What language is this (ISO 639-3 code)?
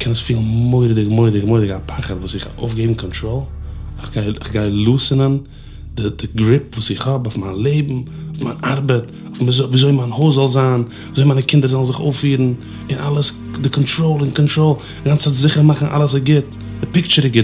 yid